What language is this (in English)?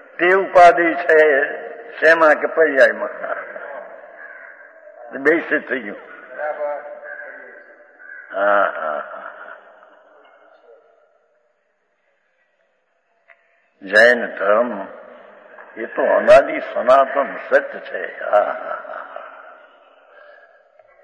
Gujarati